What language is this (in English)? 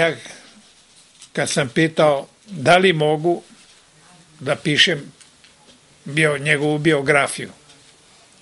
Serbian